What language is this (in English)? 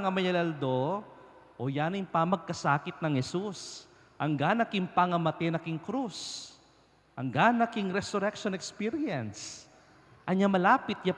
Pampanga